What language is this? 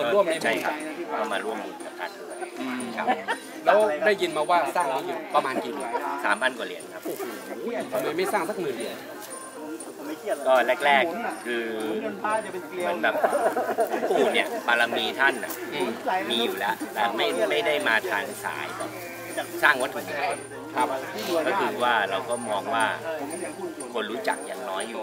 Thai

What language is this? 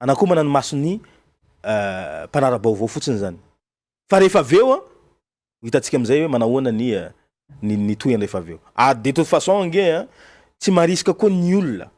Malagasy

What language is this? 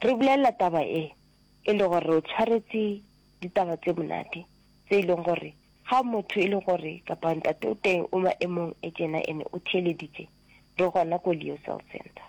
Northern Sotho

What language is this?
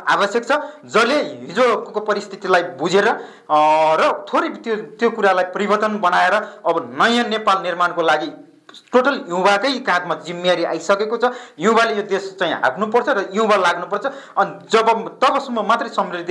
Nepali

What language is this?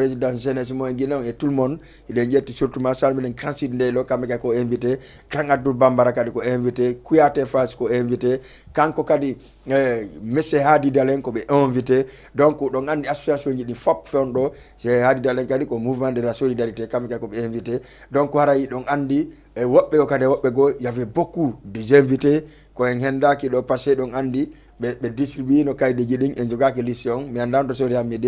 Fula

